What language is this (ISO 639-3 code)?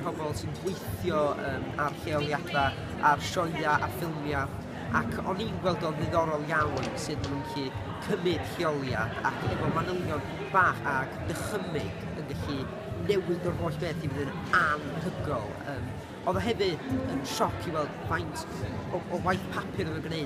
cym